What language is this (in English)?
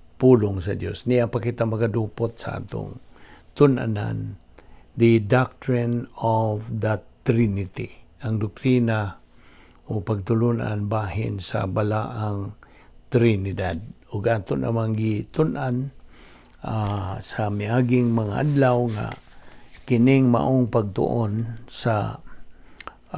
Cebuano